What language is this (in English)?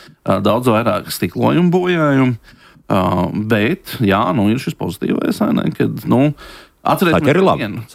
Latvian